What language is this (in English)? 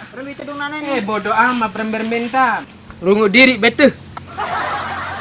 Sasak